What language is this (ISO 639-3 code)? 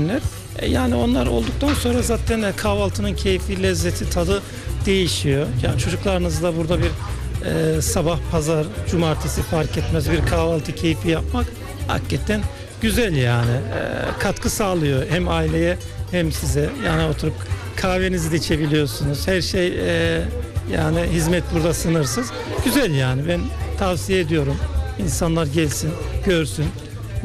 tur